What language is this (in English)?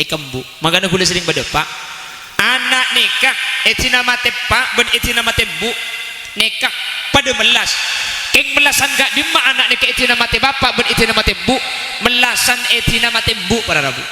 Madurese